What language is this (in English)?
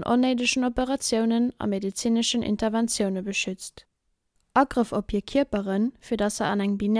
Luxembourgish